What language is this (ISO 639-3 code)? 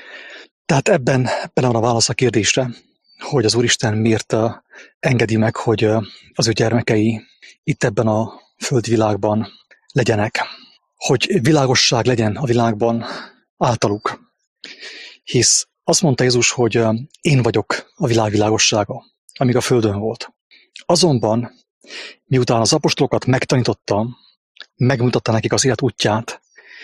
hun